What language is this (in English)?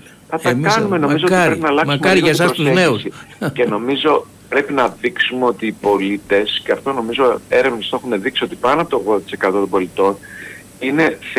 Greek